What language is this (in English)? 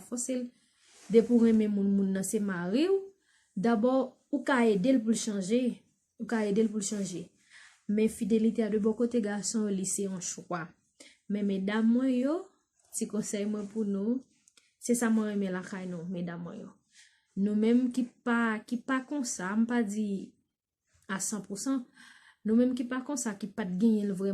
Haitian Creole